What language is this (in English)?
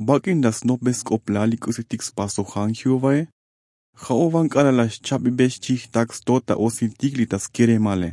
Tzotzil